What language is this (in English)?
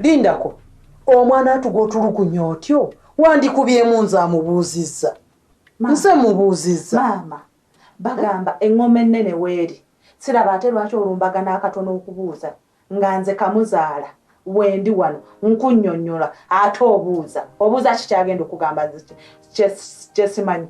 Ganda